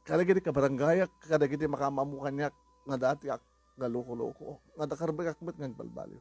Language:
Iloko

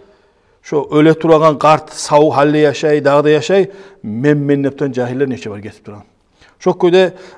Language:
Kumyk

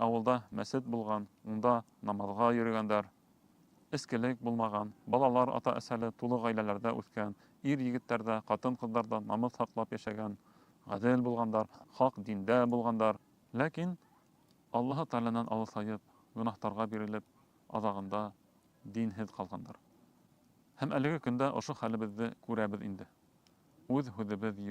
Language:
Bashkir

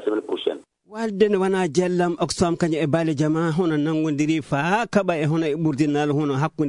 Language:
Fula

